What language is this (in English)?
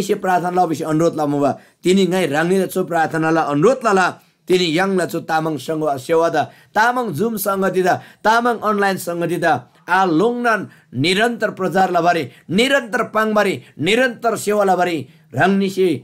Eastern Tamang